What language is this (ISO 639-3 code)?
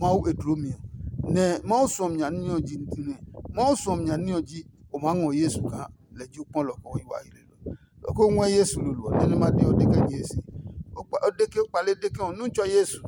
ada